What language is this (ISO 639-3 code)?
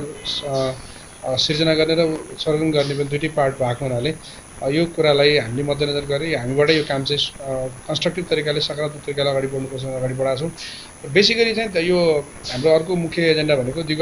nep